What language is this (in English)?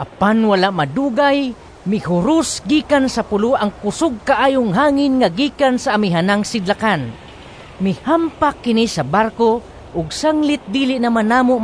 Cebuano